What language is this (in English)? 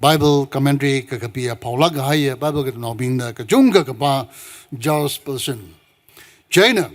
Tangkhul Naga (India)